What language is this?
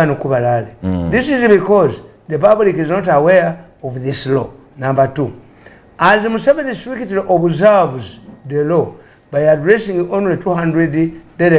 Ganda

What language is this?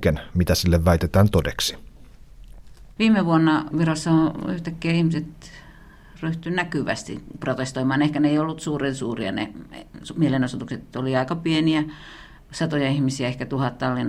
Finnish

